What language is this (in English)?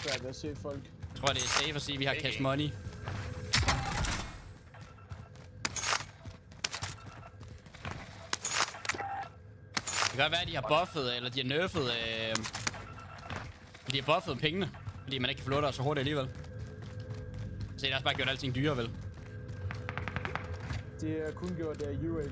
Danish